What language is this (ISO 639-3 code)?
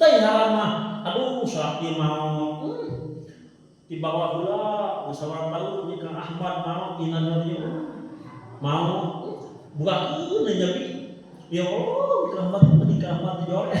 sun